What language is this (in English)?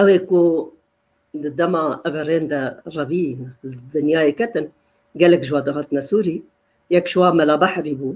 Kurdish